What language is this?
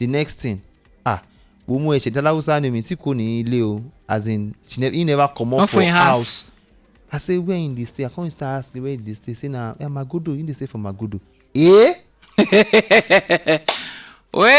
Nigerian Pidgin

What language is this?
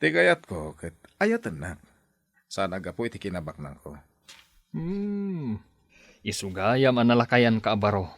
Iloko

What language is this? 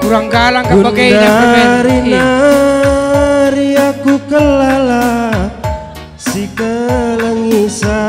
Batak Karo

